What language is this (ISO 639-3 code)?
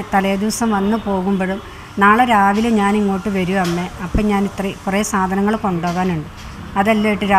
mal